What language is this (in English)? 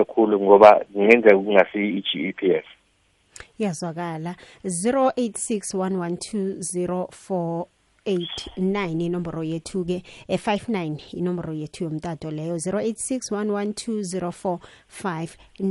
South Ndebele